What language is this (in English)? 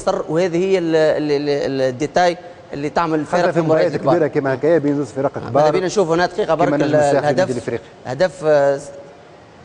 Tunisian Arabic